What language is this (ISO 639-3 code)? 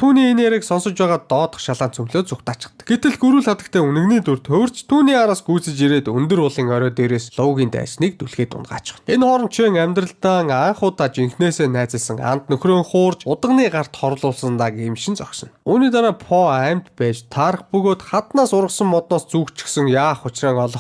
mon